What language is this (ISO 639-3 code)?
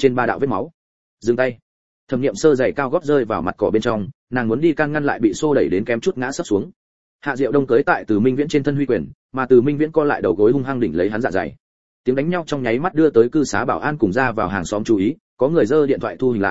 vie